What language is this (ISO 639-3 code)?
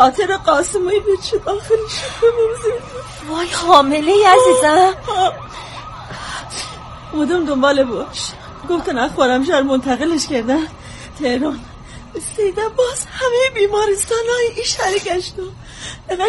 fas